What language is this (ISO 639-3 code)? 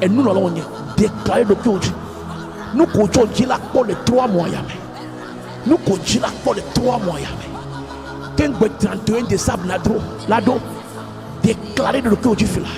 ewe